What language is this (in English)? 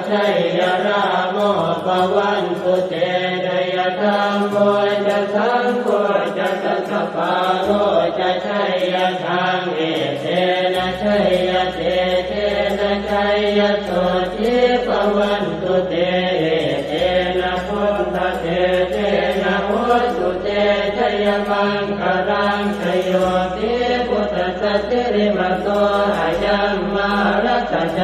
Pali